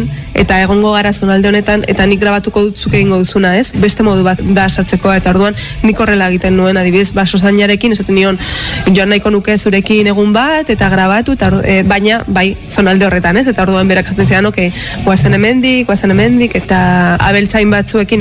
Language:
Basque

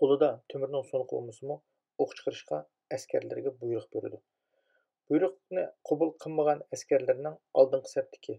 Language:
Uyghur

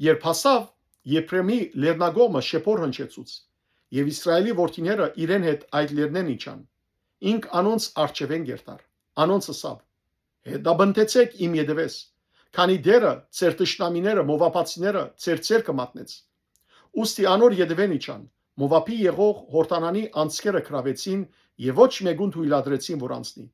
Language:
Western Armenian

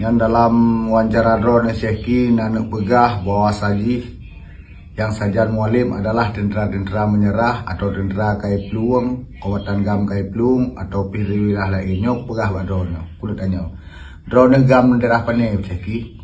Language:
Achinese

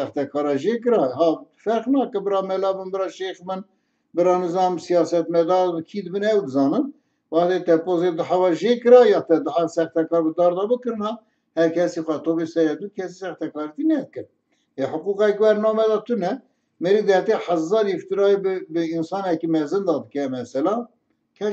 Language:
Kurdish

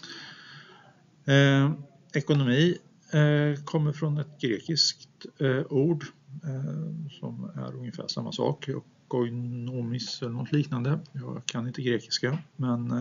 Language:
Swedish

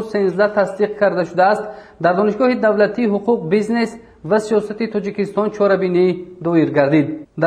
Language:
Tajik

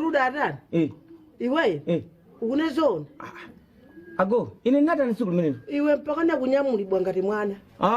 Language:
Nyanja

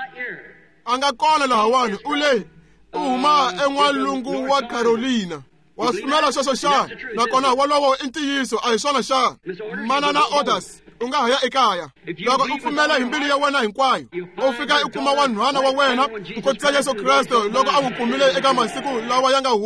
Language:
Tsonga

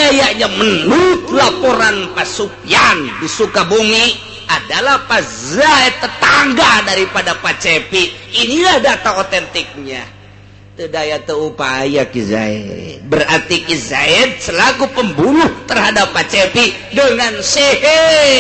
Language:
Sundanese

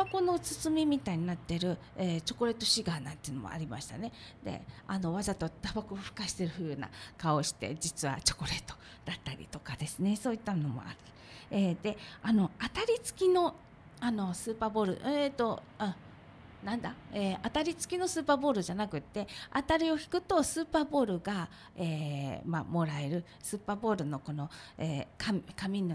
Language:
Japanese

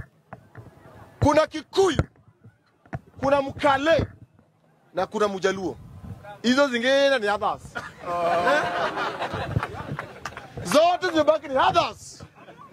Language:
Swahili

